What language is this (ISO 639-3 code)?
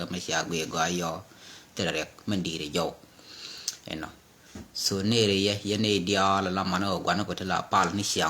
nus